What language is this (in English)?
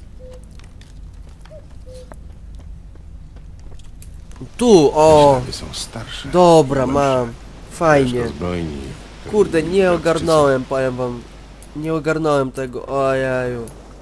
Polish